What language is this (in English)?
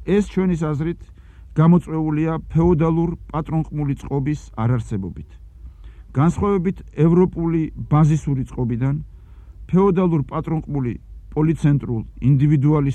Georgian